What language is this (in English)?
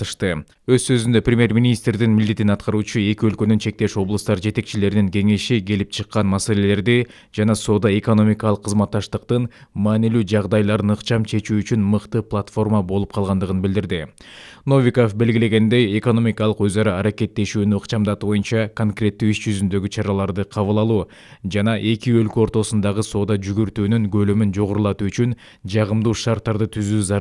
Kyrgyz